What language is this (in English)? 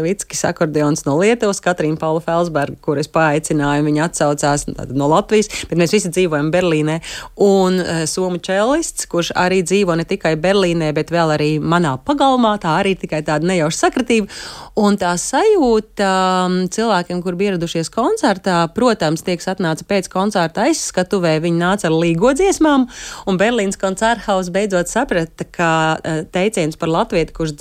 Latvian